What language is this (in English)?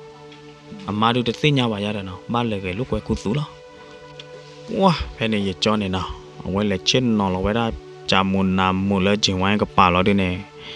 S'gaw Karen